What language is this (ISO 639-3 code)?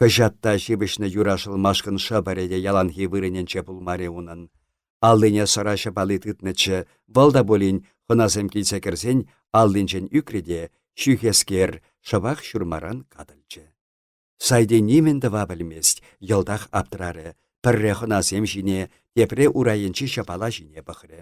chv